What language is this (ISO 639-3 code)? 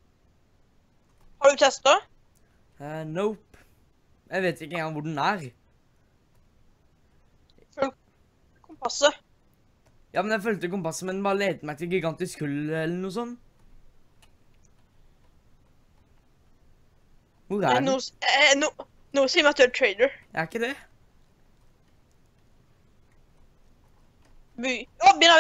nor